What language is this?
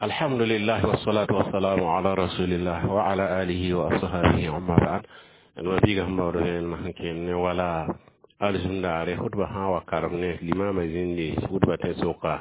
Mossi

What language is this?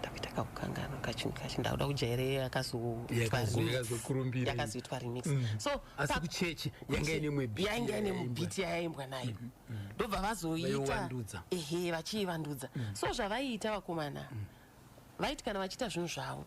Shona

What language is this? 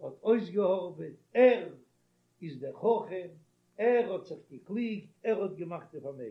Yiddish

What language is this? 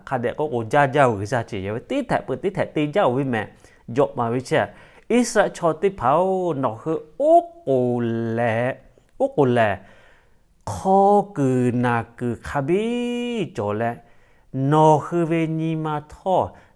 Lahu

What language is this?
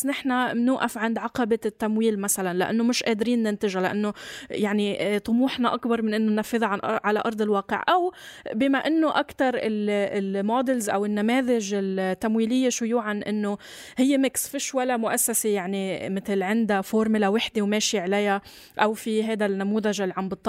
North Levantine Arabic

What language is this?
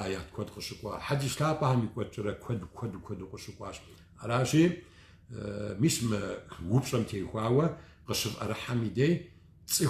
Kabardian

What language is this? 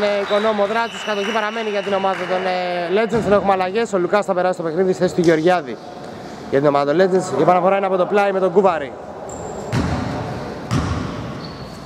Greek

